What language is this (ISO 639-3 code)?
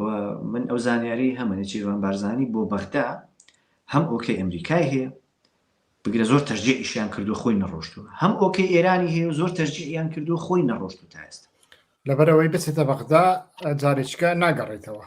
ckb